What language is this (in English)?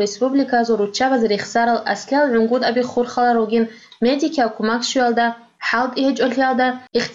Avaric